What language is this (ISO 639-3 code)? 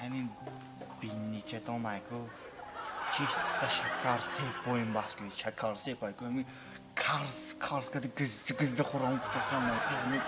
tgk